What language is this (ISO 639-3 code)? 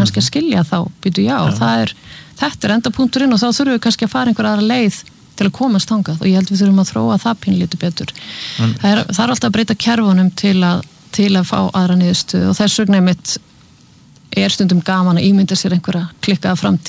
isl